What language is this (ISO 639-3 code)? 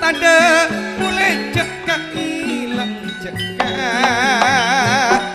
mad